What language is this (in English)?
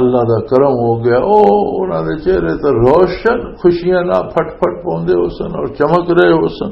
Western Panjabi